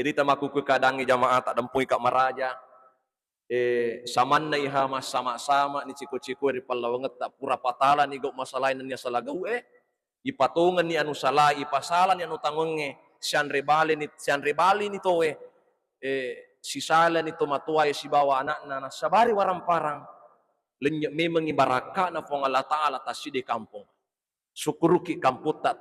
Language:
Buginese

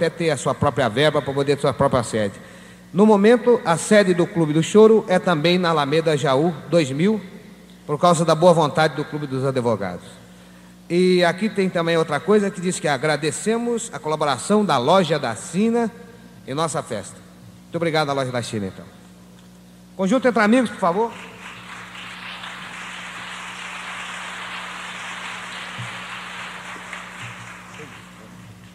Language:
Portuguese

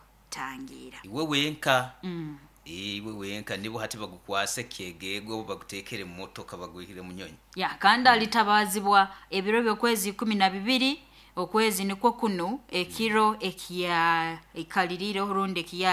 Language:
Nyankole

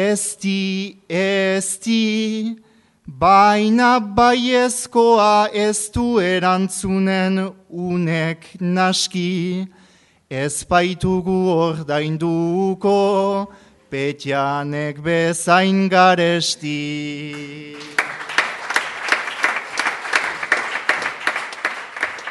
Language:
Basque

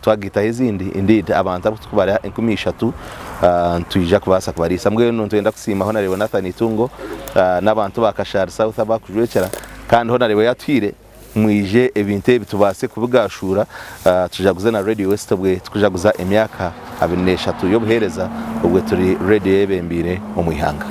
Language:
Nyankole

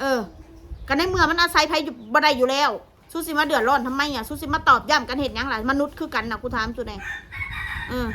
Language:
Northeastern Thai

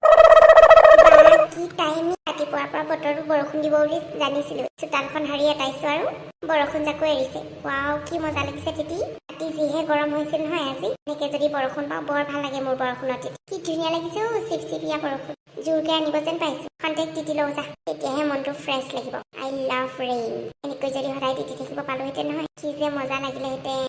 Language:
Assamese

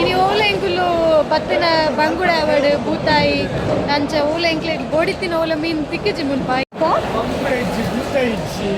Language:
Tulu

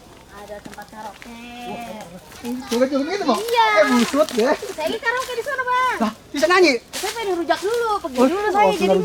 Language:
Betawi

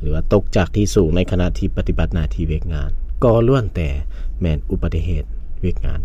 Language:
Lao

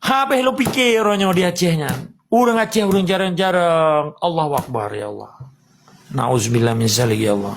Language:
Achinese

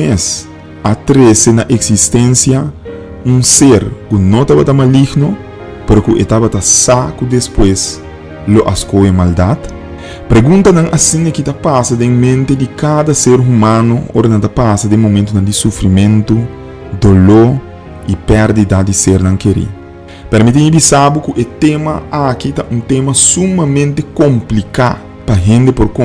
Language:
Papiamento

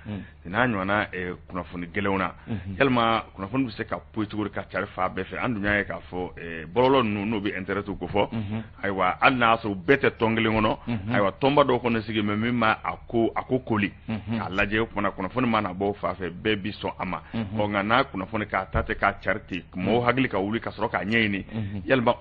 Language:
Bambara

